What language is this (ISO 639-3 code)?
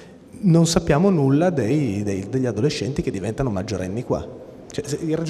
ita